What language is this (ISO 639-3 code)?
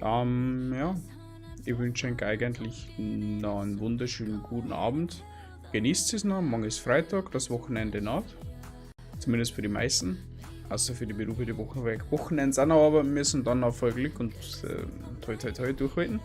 bar